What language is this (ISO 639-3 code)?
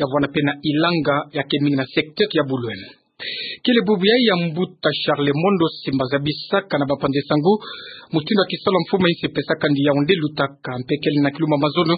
ktu